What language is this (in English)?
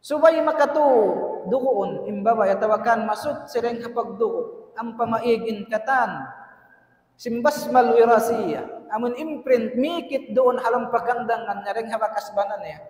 Tausug